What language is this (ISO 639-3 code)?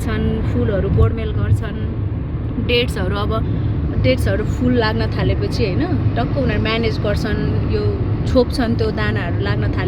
nep